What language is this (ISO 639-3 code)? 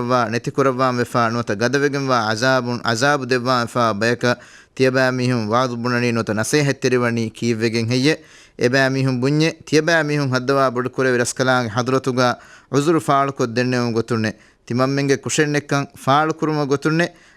div